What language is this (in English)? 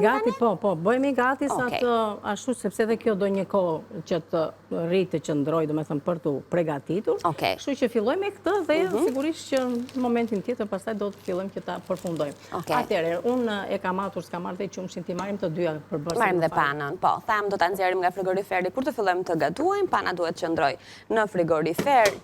Albanian